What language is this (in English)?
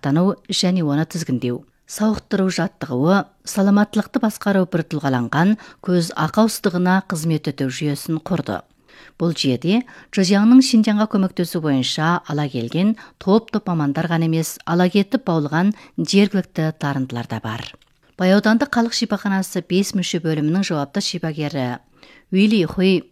Kazakh